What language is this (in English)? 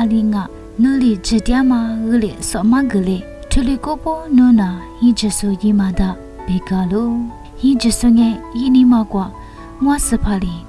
Lisu